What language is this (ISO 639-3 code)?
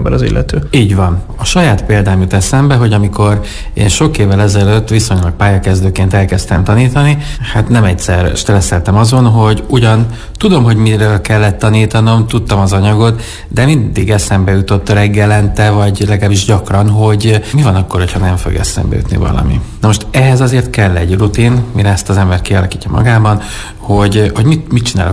hun